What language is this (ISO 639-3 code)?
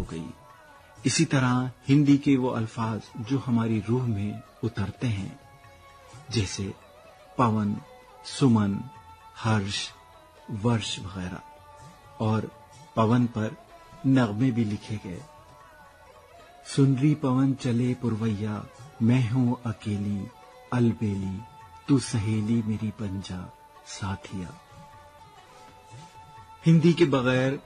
urd